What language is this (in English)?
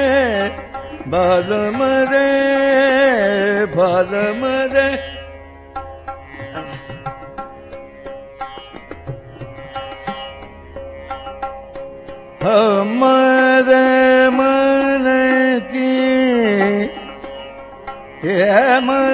Hindi